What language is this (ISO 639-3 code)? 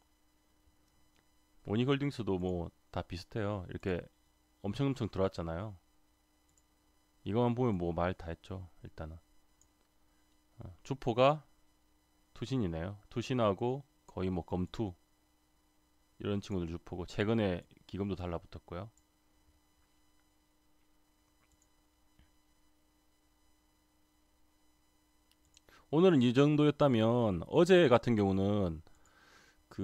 kor